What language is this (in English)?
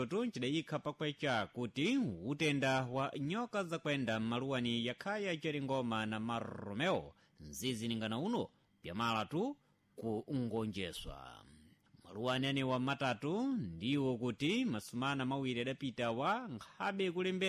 Sena